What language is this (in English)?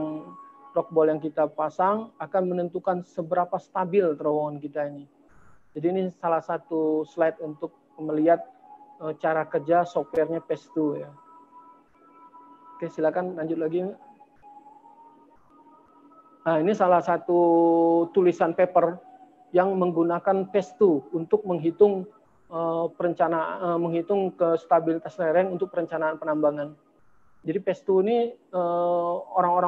Indonesian